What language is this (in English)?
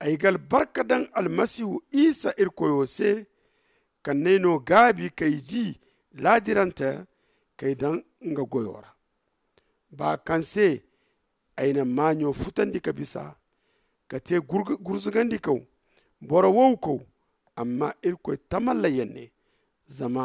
Zarma